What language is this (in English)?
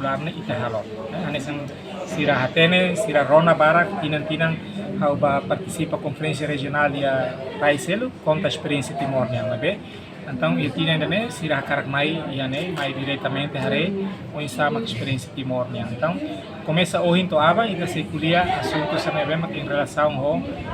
Tetum